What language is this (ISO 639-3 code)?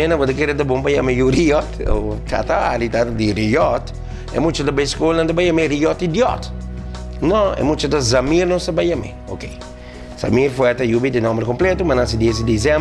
pap